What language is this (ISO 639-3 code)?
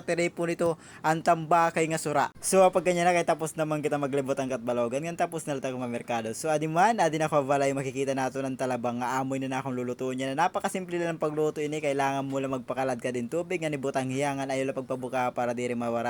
war